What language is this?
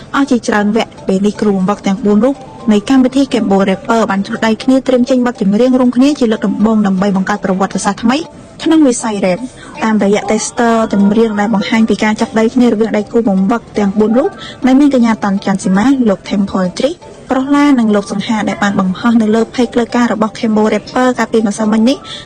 Khmer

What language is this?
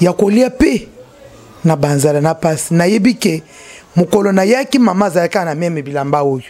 Lingala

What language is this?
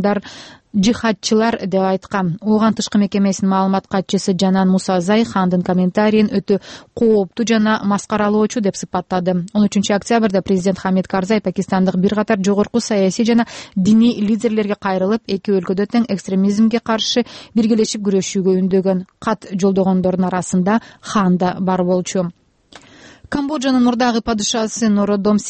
Kyrgyz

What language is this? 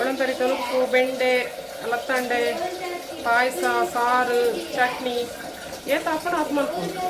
Tulu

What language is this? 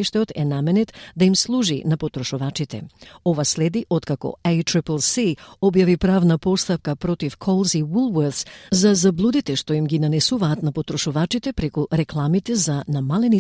Macedonian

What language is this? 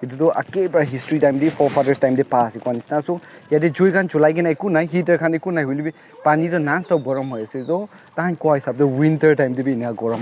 Naga Pidgin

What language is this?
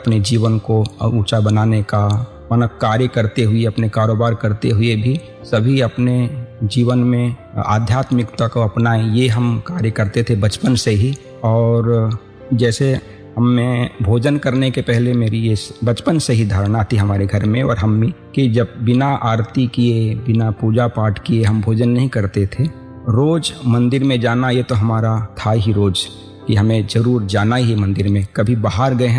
Hindi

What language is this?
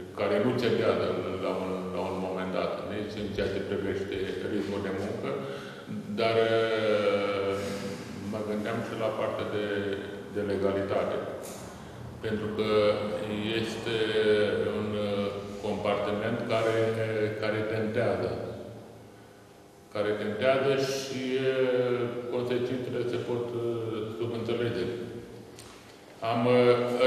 Romanian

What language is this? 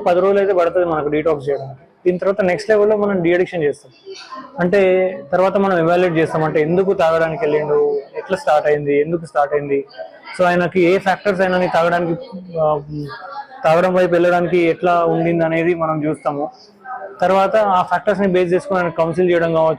Telugu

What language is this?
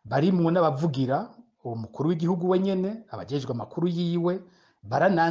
Rundi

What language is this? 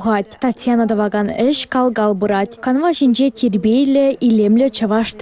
Chuvash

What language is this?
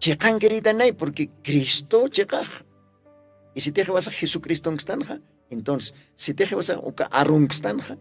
Aymara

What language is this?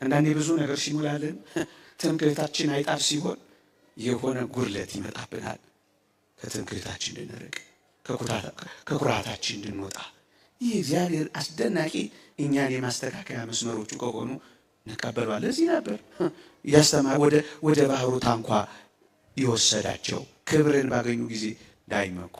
Amharic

